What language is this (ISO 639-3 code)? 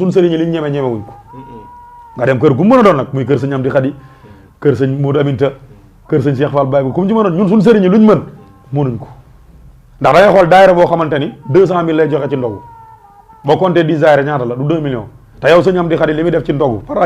wol